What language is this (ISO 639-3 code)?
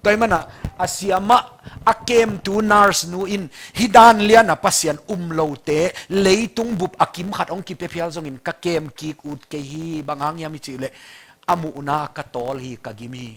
ctd